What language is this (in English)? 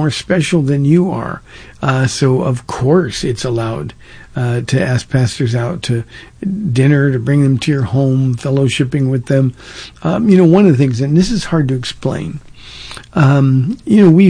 English